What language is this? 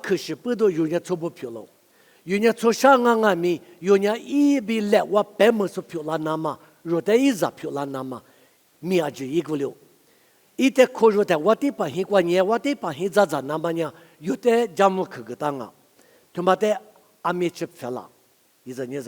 Lisu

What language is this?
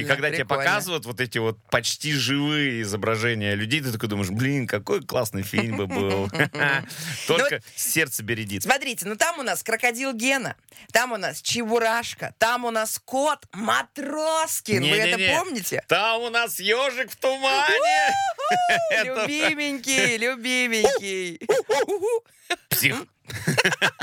Russian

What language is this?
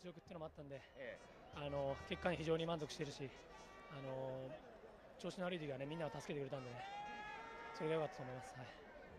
Japanese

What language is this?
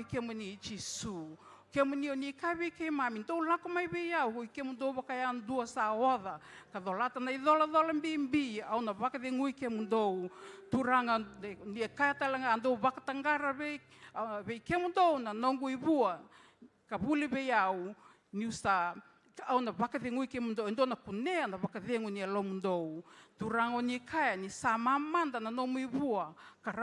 Fijian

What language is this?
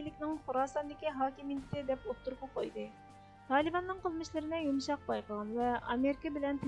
Uyghur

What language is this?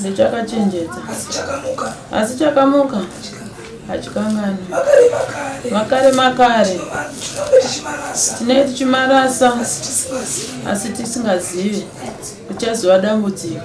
Shona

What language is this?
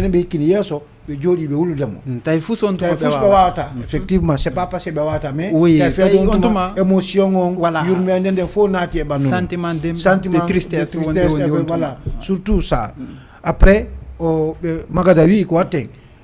Fula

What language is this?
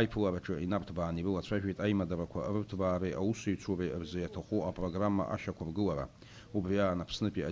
Abkhazian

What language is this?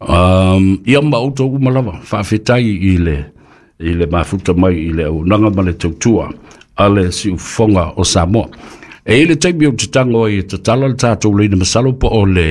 Samoan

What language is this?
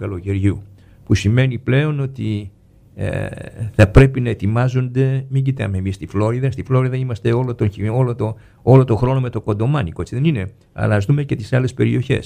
Greek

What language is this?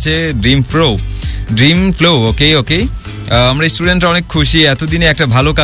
Bangla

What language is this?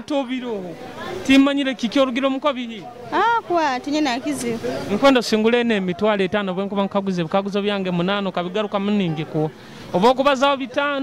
Nyoro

